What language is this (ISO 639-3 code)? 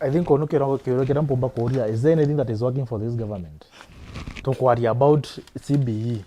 mer